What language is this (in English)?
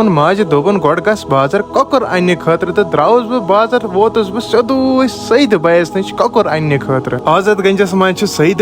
Kashmiri